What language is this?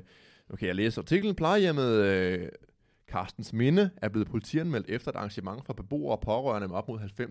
Danish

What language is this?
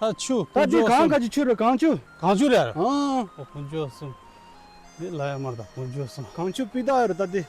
Tibetan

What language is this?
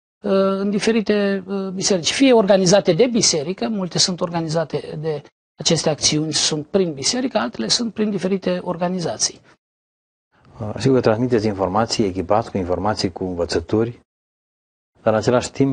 Romanian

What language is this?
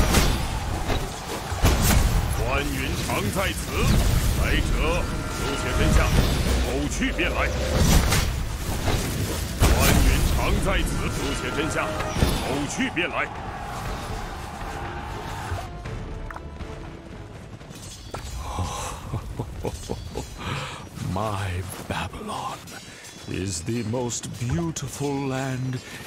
Chinese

